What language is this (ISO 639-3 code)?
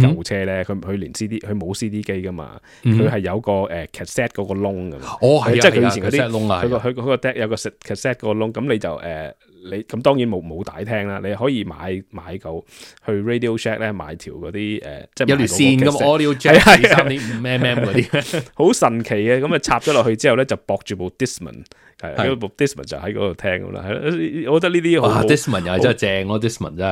yue